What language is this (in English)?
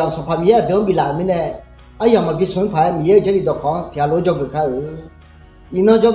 Akha